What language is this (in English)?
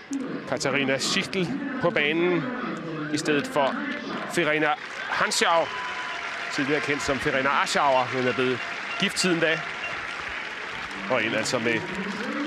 Danish